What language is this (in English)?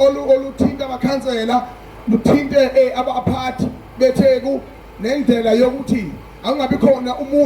Zulu